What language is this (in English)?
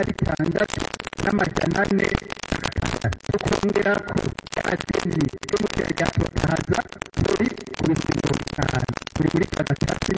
Kinyarwanda